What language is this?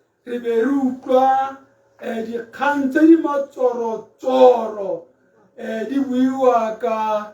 Tswana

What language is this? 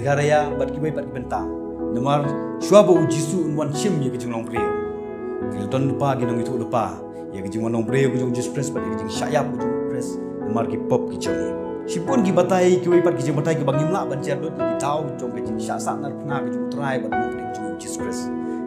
Khasi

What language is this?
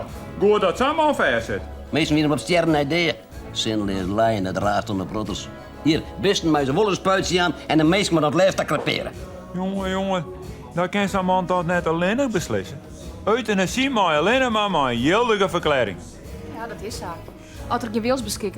Western Frisian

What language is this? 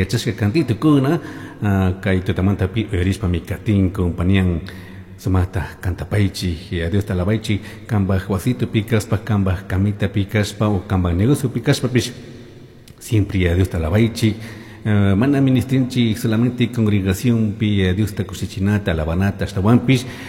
Chimborazo Highland Quichua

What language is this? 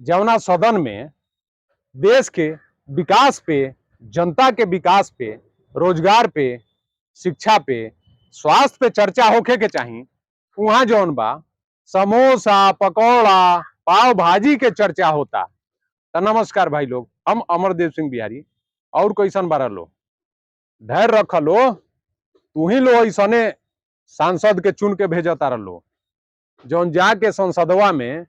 Bhojpuri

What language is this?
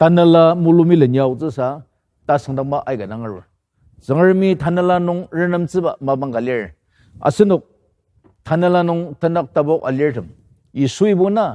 Ao Naga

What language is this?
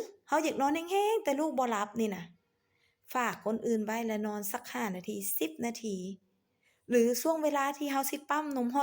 Lao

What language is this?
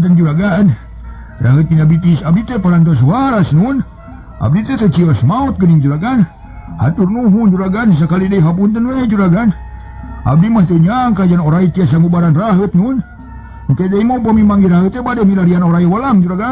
Sundanese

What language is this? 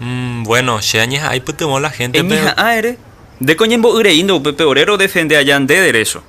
Guarani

